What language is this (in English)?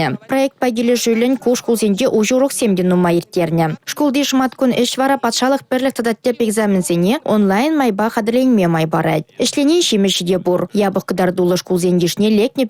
Chuvash